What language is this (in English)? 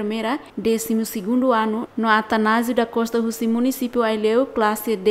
Tetum